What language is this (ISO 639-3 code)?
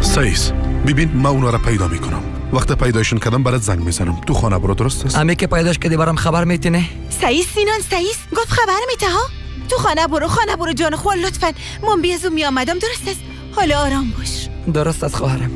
fas